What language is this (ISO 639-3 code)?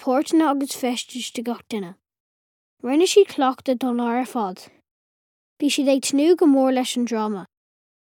gle